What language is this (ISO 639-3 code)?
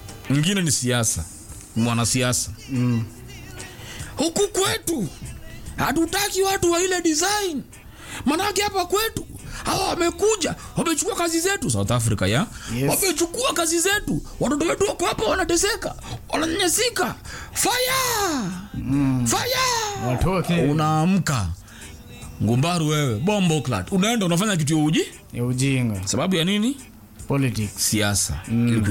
swa